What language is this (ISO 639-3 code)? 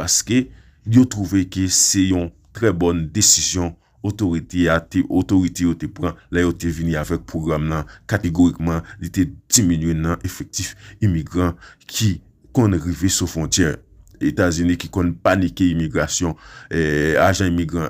hat